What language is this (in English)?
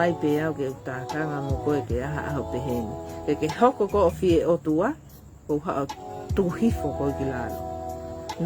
Tongan